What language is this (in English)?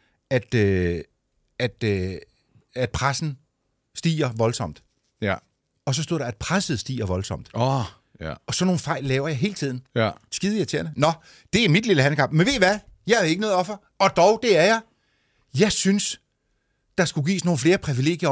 Danish